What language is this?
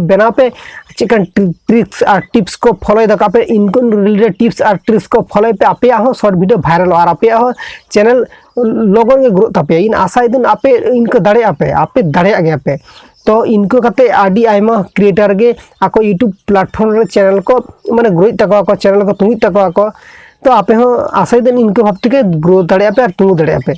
Santali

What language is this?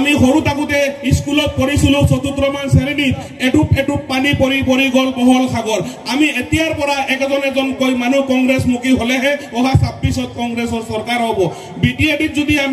Assamese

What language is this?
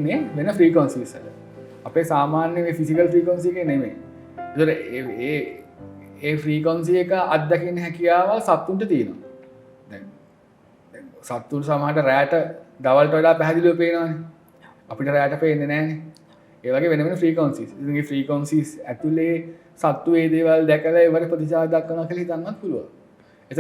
Sinhala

